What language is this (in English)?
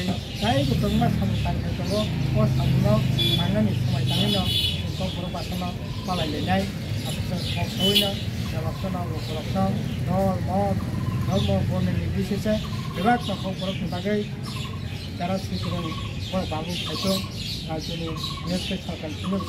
Kok Borok